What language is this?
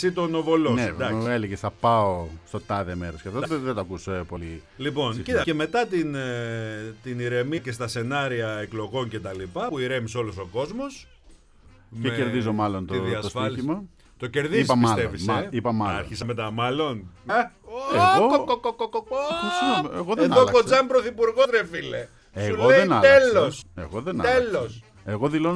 Greek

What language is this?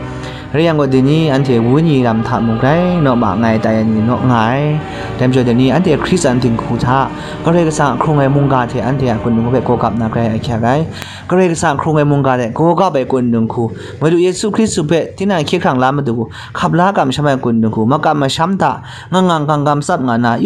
Kachin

